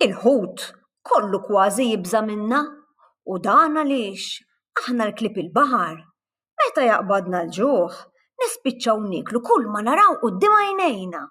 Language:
Maltese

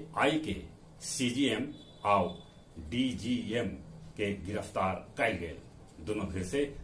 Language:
Magahi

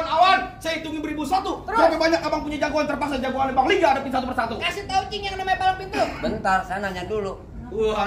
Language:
Betawi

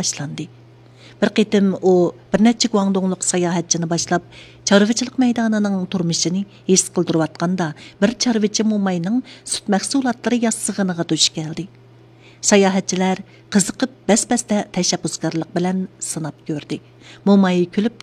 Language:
Uyghur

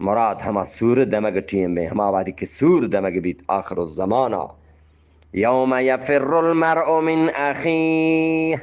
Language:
Eastern Balochi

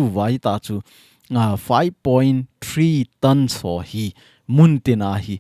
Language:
Thado Chin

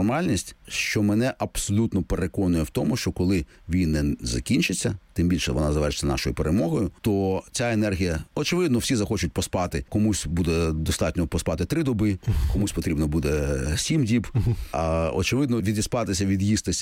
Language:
Ukrainian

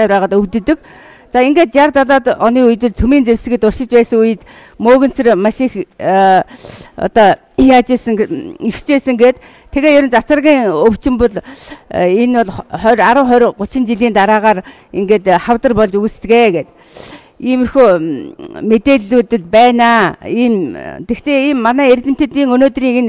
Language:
Mongolian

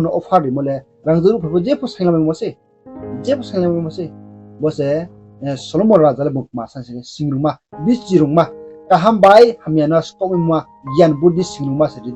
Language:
Riang (India)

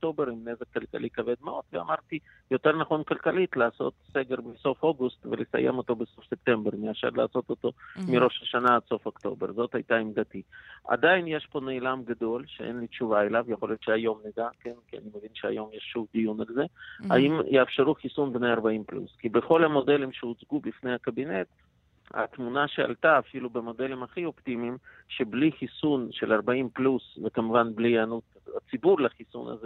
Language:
Hebrew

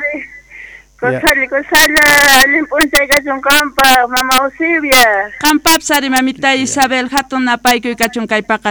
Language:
South Bolivian Quechua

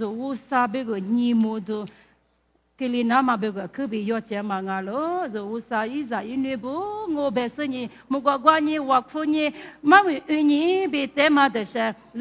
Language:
Lisu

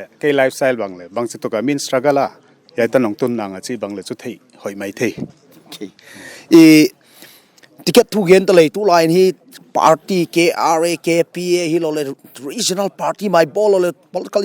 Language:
Paite Chin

